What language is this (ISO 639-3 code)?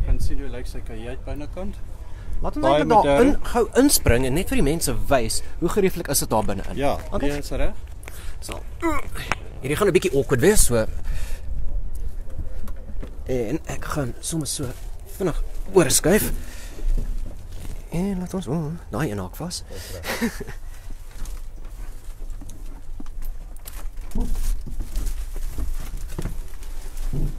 afr